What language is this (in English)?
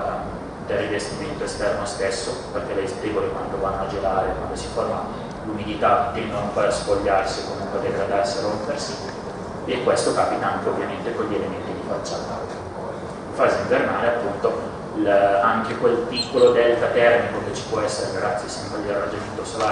Italian